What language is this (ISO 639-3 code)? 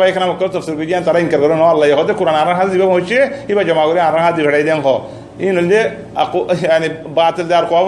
rhg